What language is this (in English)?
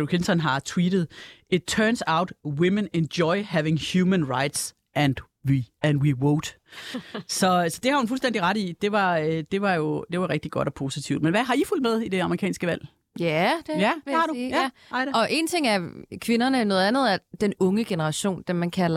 Danish